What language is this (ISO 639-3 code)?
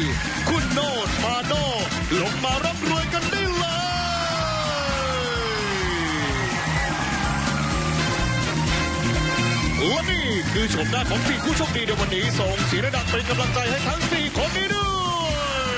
tha